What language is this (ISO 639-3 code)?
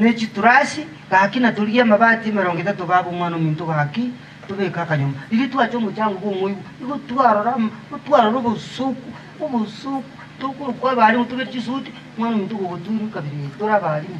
guz